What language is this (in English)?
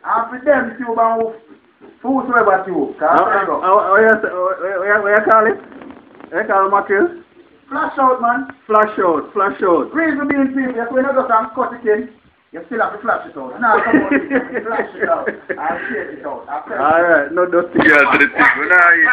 Jamaican Creole English